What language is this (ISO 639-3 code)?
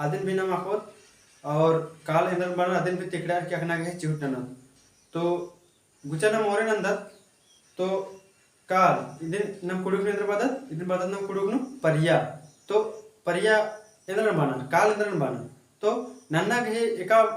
kru